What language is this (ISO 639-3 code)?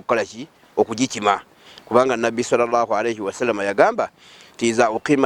lug